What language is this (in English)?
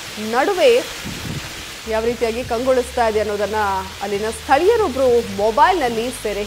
Kannada